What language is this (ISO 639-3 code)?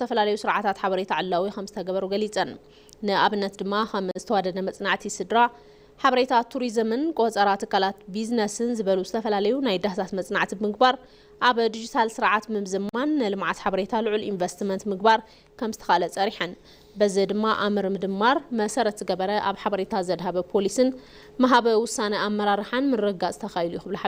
tir